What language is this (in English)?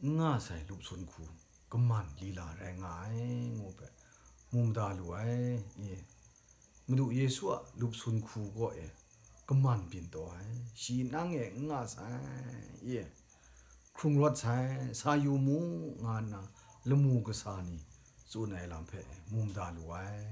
Kachin